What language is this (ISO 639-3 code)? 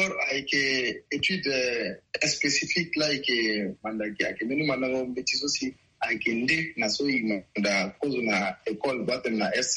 sag